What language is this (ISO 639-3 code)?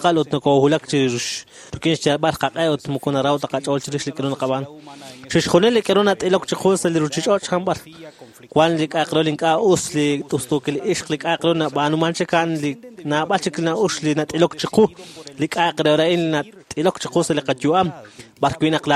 kek